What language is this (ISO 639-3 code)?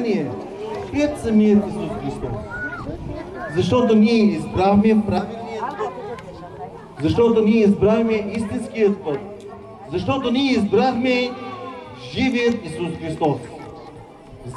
bul